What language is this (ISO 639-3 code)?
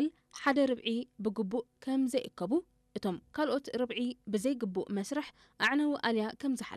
tir